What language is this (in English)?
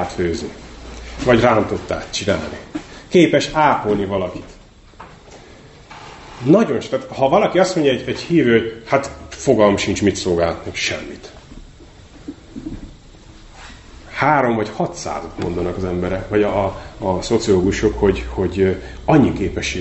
Hungarian